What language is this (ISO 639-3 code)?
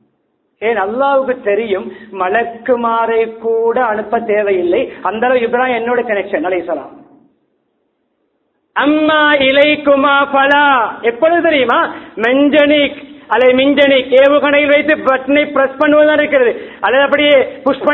tam